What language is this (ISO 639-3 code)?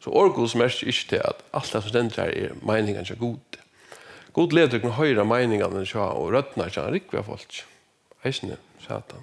fao